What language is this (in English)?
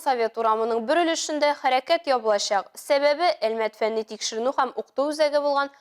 Tatar